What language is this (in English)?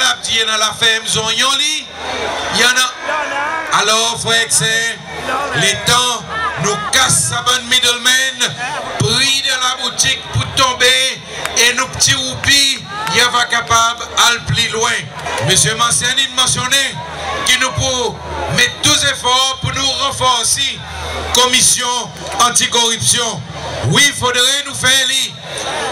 Seselwa Creole French